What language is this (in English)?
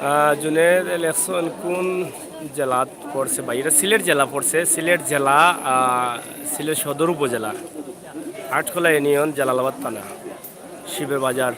Sylheti